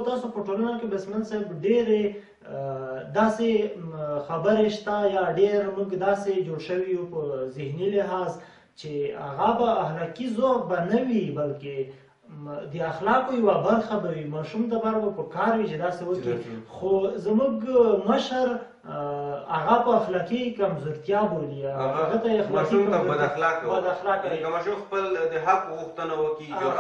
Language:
Pashto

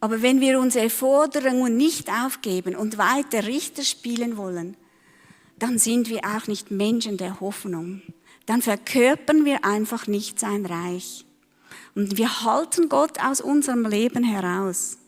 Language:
Swiss German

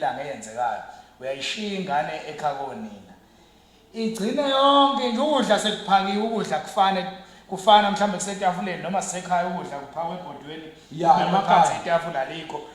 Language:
Zulu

